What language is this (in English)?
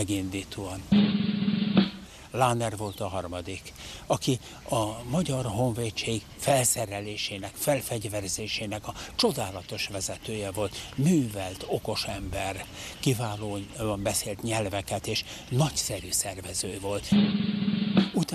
Hungarian